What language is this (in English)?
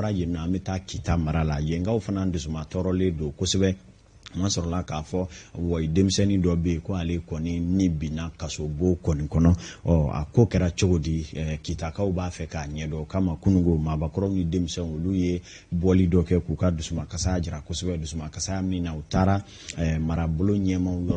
Bambara